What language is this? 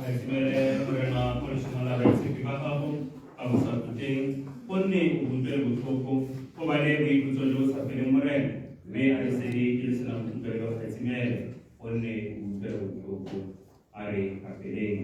Tswana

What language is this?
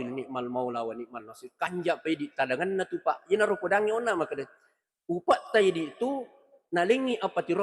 Buginese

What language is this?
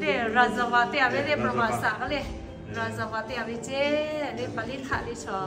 Lahu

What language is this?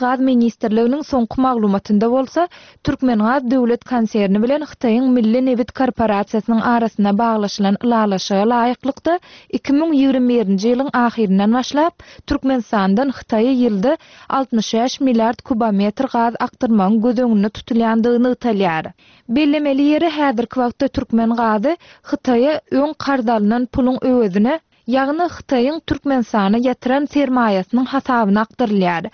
Turkmen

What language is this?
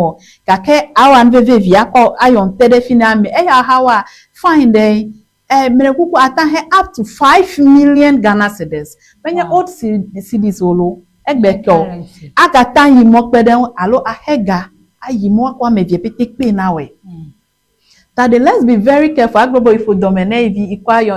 Ewe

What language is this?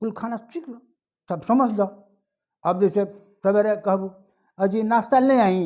Bhojpuri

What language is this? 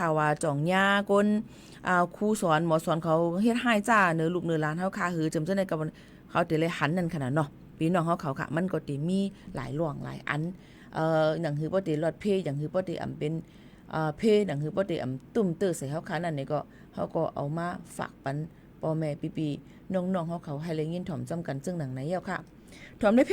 Shan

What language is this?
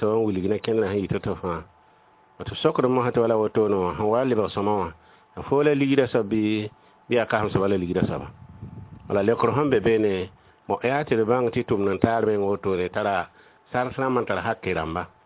Mossi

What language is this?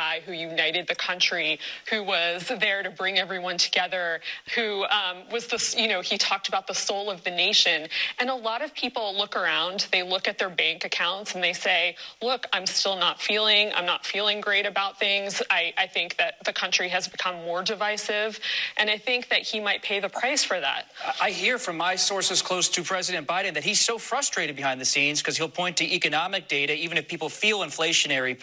English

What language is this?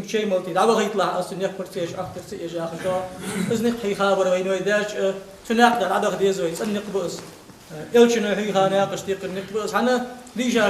Ingush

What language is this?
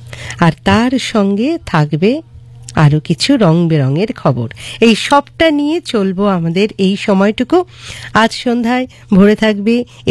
Bangla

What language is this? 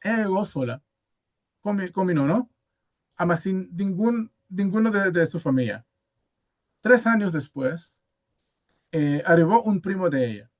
Ladino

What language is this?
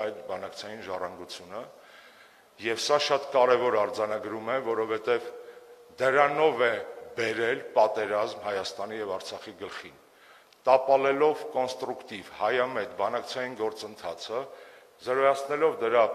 Armenian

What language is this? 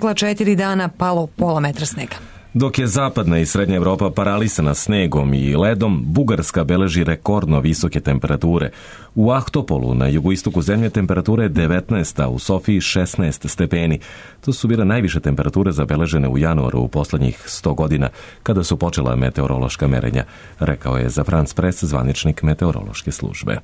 Serbian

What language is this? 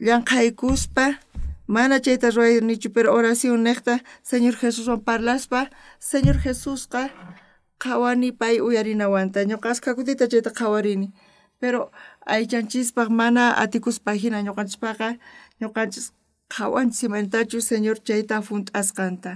South Bolivian Quechua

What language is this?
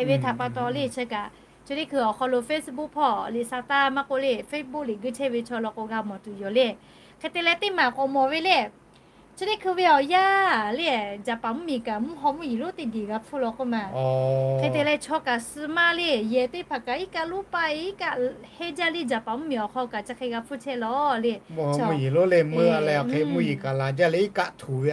Lahu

